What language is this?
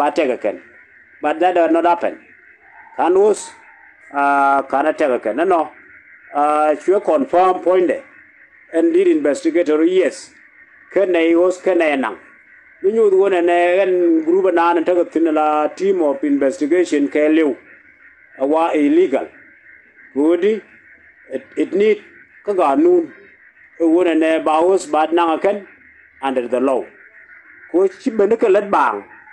Nuer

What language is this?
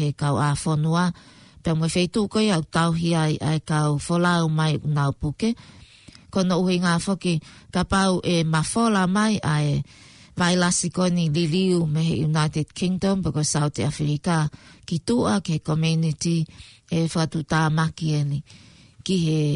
Tongan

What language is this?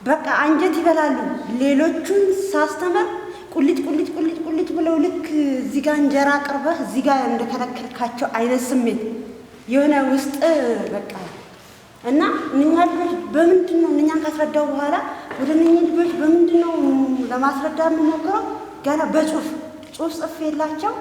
Amharic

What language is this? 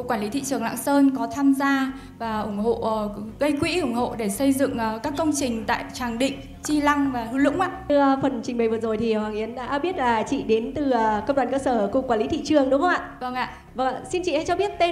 Vietnamese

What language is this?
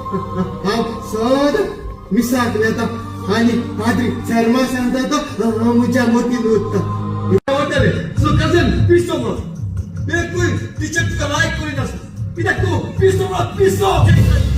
Konkani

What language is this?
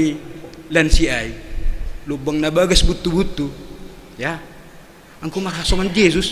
Batak Simalungun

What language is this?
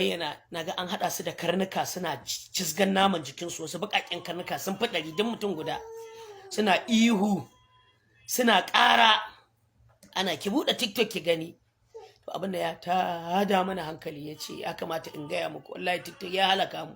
Hausa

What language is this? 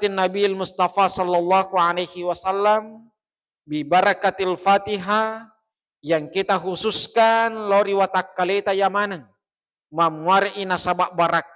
Buginese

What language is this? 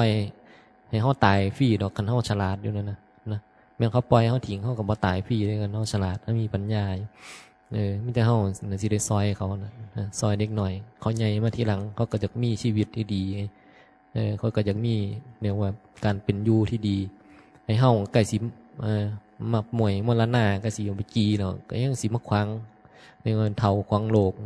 Northeastern Thai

